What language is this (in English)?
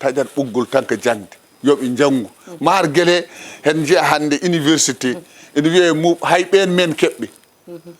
Fula